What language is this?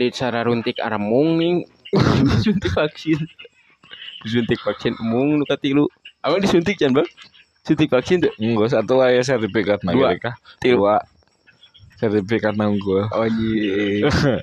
Sundanese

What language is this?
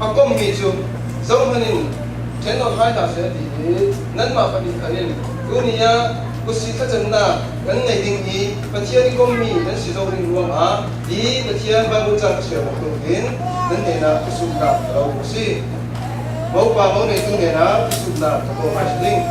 Falam Chin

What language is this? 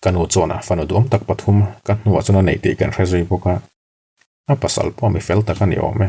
Mizo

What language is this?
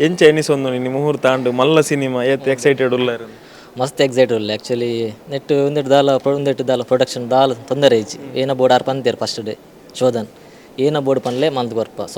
Tulu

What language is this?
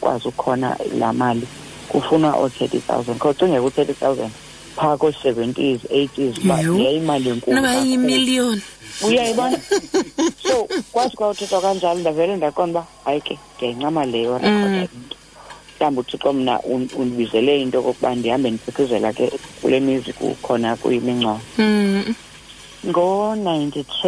Xhosa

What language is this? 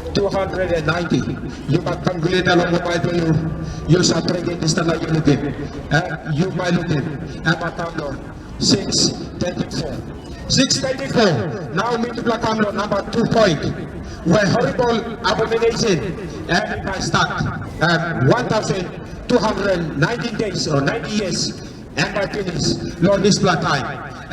Tok Pisin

